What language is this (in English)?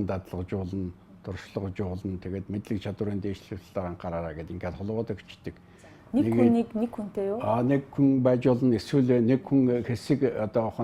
Mongolian